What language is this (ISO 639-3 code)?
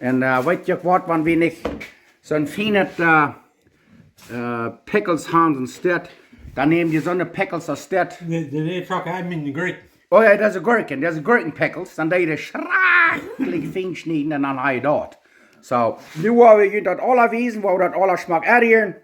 pdt